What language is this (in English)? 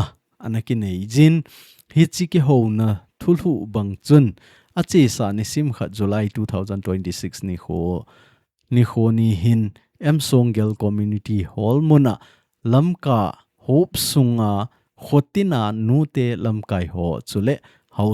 Thado Chin